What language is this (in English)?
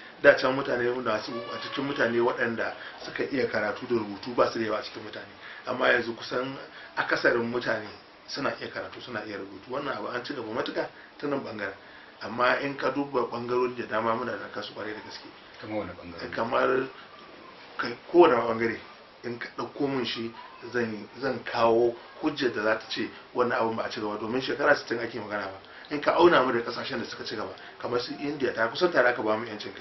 Hausa